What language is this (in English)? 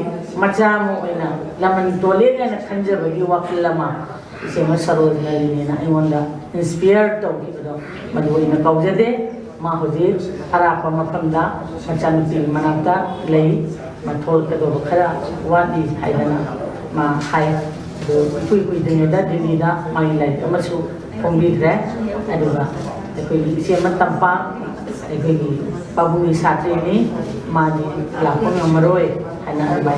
Manipuri